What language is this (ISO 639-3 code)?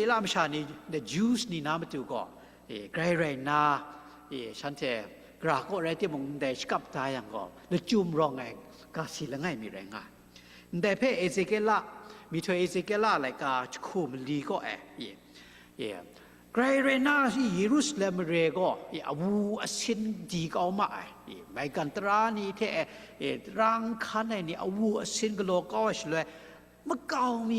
kac